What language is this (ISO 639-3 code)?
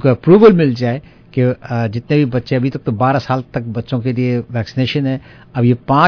urd